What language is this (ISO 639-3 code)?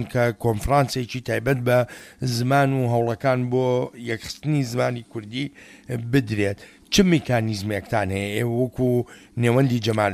ckb